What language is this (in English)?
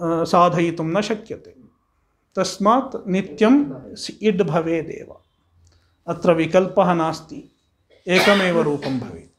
Sanskrit